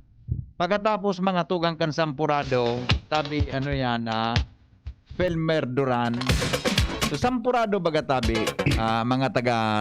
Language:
Bikol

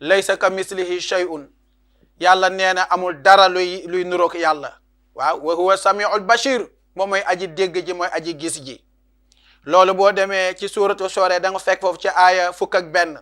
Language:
Wolof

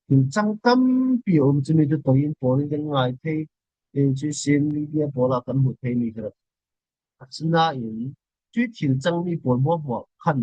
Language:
Falam Chin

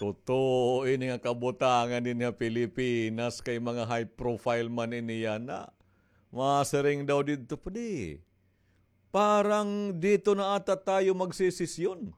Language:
Waray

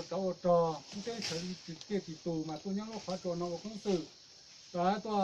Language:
Hmong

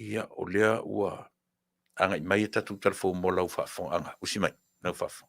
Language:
Samoan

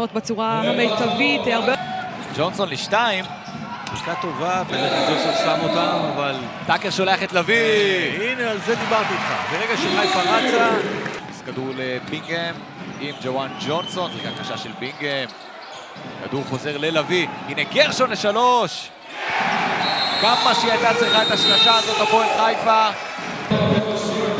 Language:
Hebrew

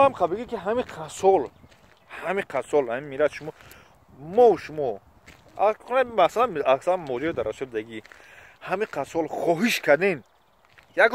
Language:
Tajik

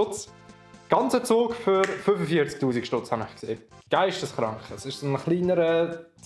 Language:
Swiss German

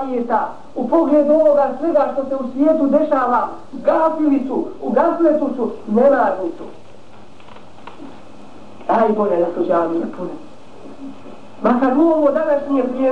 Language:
Bosnian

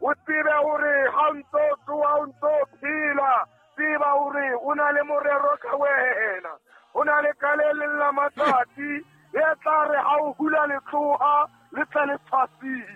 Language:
Southern Sotho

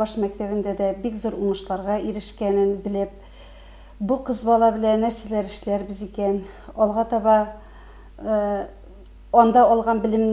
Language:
Tatar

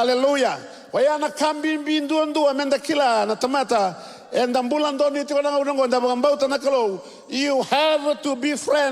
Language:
Fijian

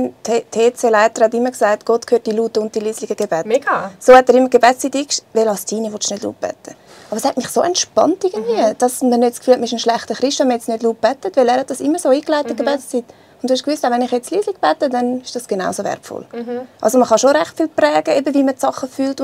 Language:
Swiss German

